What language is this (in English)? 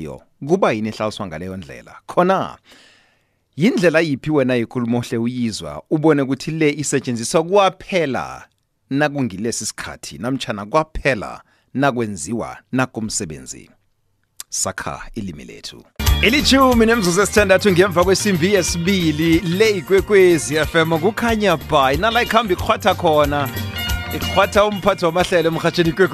South Ndebele